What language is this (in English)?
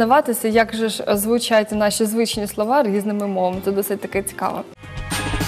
Ukrainian